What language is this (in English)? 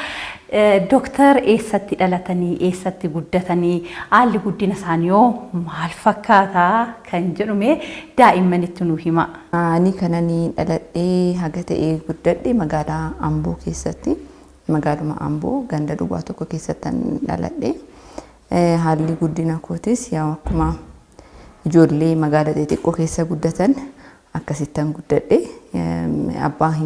Oromo